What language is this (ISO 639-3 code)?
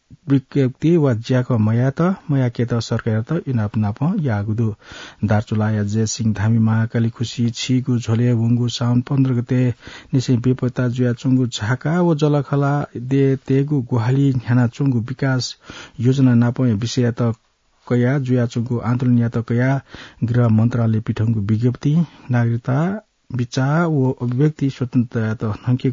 new